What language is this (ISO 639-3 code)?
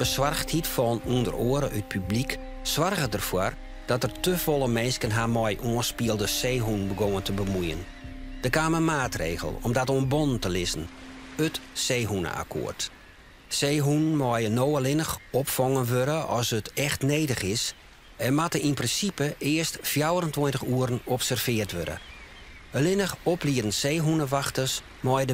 fry